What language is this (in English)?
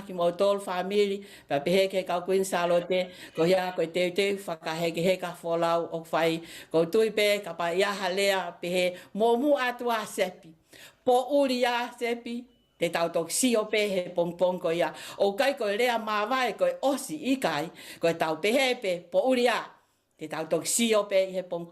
Tongan